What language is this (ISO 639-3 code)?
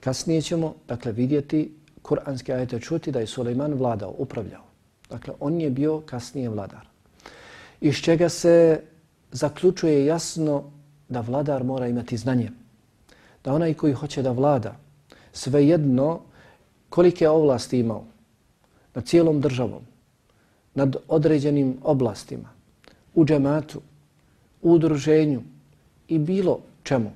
bos